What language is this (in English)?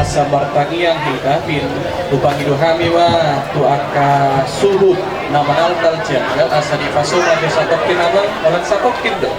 Batak Toba